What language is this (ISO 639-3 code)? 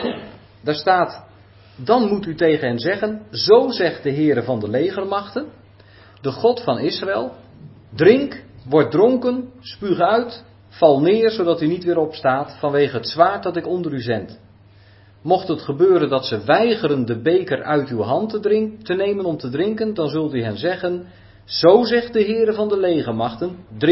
nld